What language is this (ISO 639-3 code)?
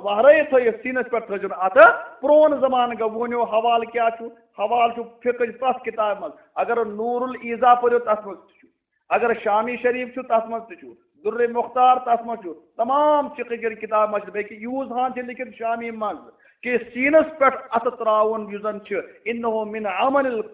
kas